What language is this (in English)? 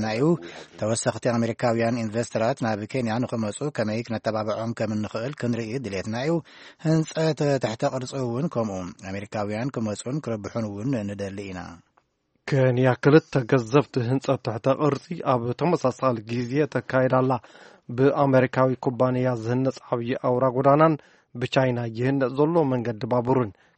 Tigrinya